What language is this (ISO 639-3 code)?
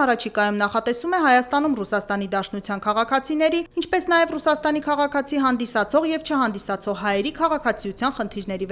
hye